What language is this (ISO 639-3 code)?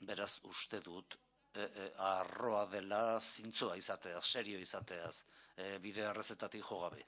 eus